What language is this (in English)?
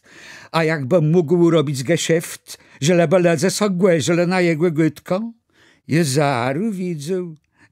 Kashubian